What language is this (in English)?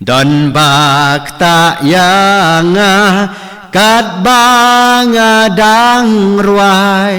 Khasi